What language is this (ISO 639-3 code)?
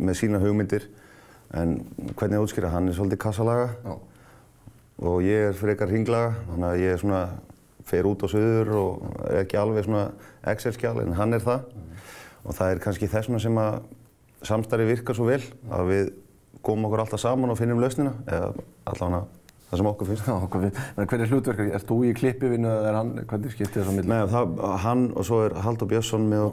isl